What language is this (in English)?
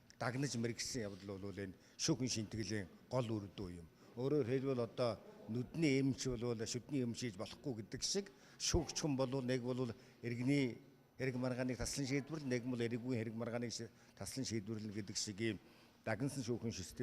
Mongolian